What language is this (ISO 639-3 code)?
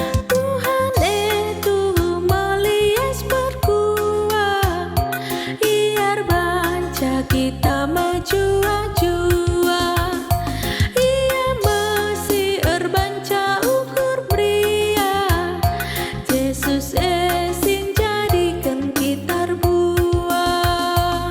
btx